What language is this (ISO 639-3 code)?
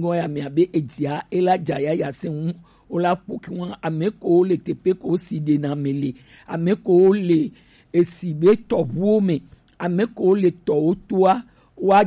gej